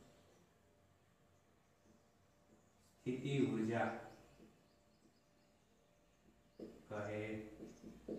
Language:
Gujarati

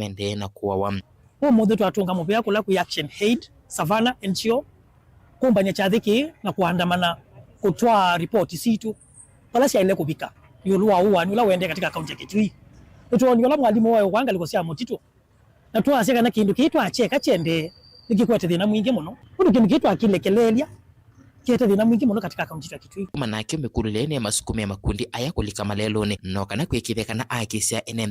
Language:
Kamba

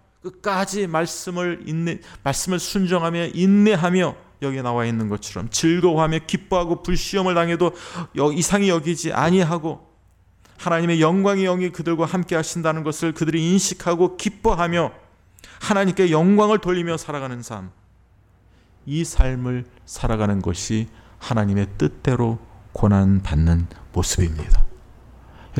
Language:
Korean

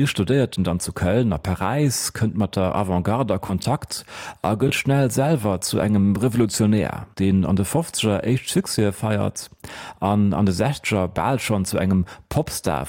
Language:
Luxembourgish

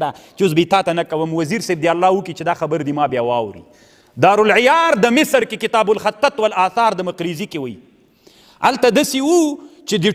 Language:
Pashto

